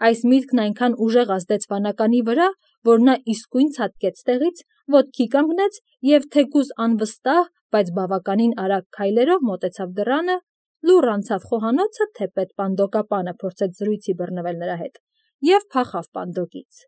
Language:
Armenian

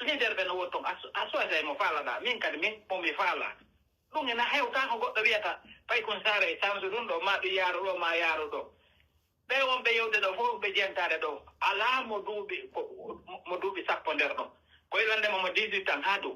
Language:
Pular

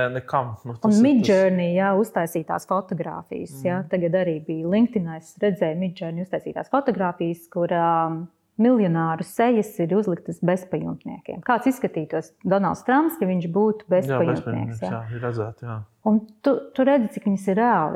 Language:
Latvian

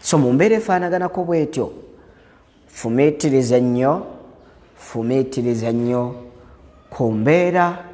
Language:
Ganda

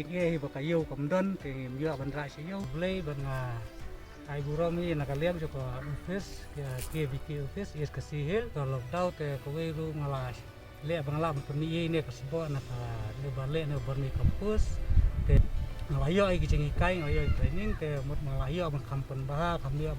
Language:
Khasi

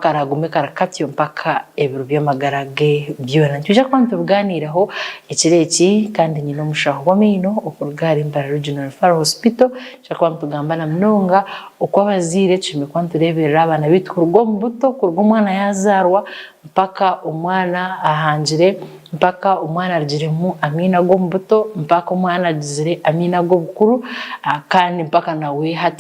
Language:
Nyankole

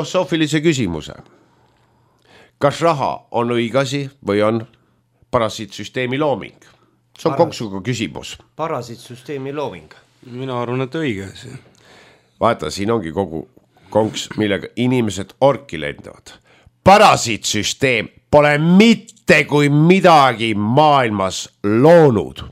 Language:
Estonian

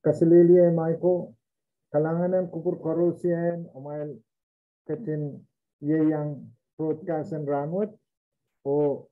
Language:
Pohnpeian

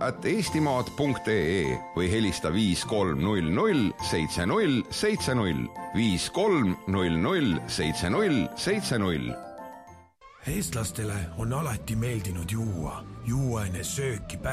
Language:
Estonian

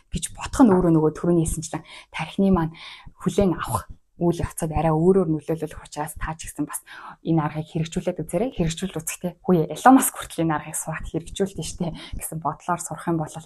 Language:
Mongolian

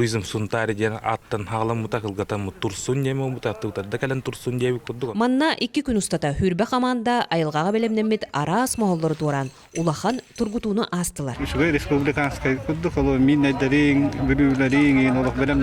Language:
Yakut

